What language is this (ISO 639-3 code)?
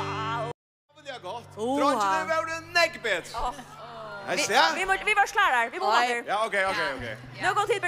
fao